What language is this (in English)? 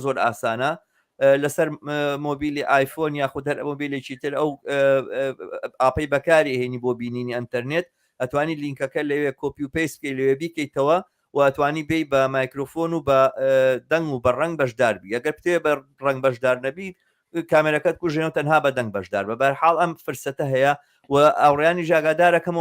Central Kurdish